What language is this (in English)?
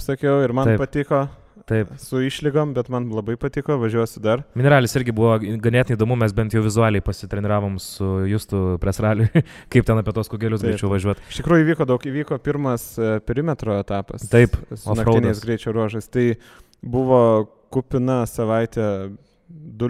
Lithuanian